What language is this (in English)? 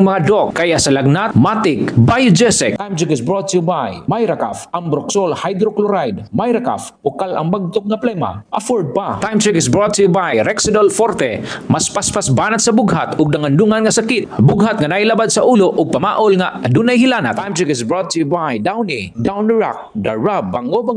Cebuano